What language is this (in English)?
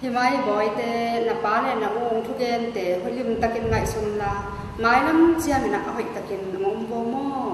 Tedim Chin